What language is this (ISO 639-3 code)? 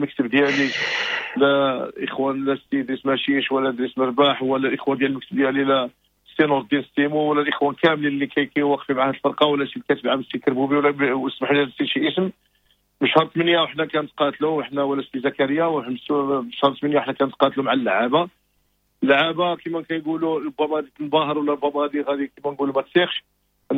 ary